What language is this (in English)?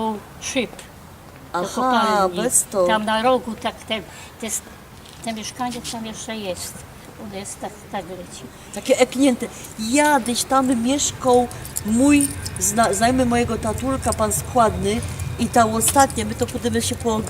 Silesian